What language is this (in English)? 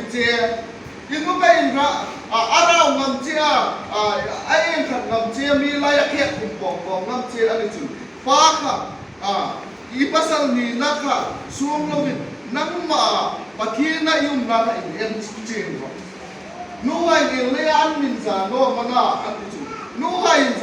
Hmar